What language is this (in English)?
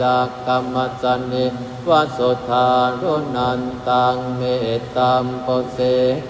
Pali